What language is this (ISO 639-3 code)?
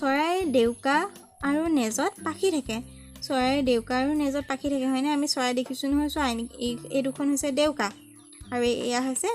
asm